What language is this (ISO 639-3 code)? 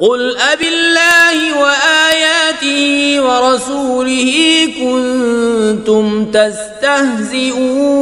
kas